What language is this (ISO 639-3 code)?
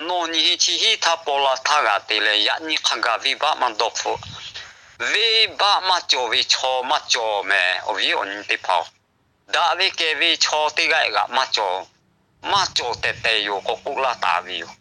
lhu